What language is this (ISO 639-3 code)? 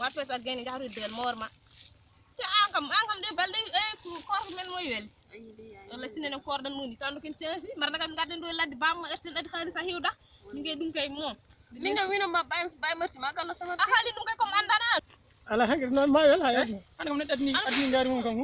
ful